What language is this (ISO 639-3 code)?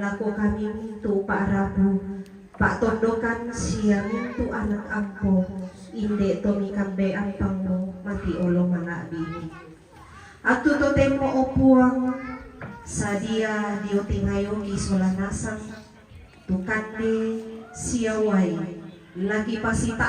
sda